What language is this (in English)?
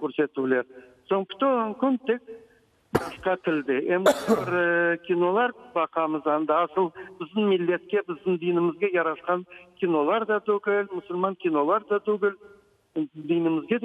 Crimean Tatar